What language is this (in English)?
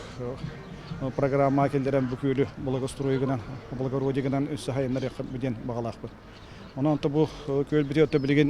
Yakut